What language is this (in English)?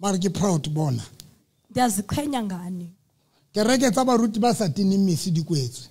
Southern Sotho